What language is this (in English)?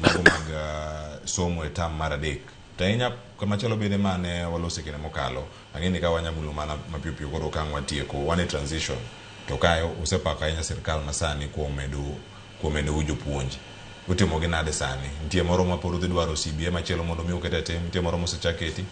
Luo (Kenya and Tanzania)